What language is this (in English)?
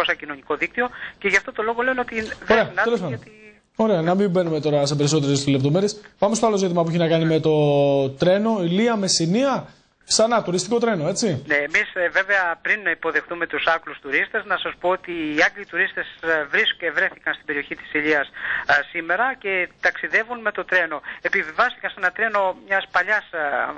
Greek